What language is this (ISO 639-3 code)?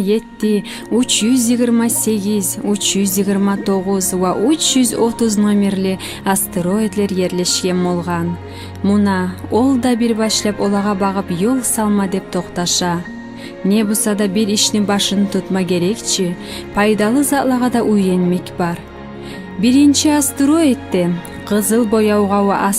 kum